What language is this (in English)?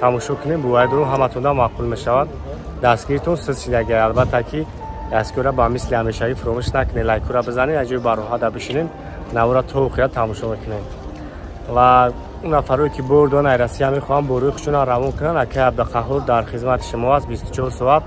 Tajik